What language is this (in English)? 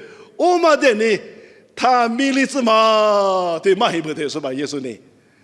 Lisu